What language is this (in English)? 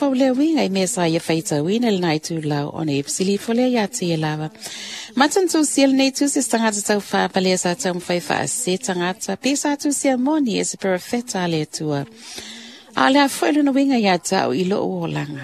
Samoan